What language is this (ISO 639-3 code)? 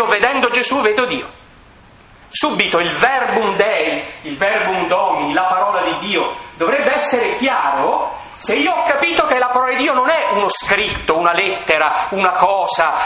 ita